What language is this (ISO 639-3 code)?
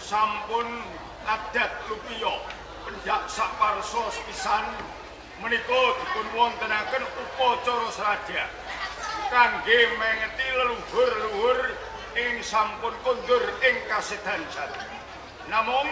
jav